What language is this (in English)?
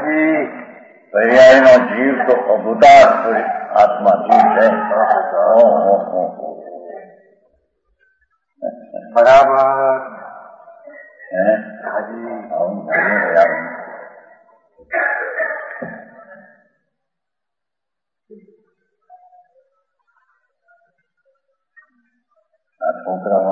Gujarati